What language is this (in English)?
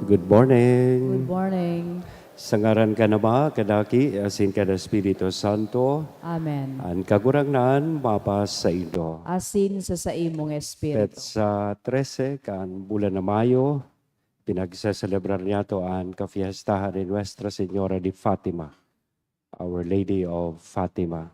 Bikol